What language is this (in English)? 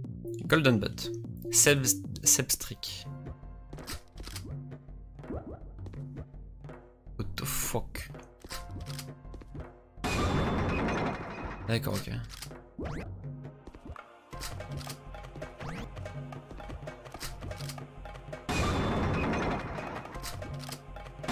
French